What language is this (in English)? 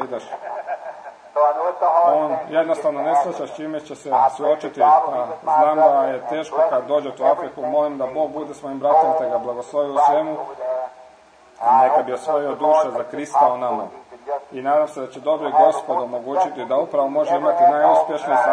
Croatian